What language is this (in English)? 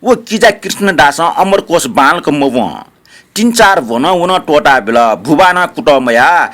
Newari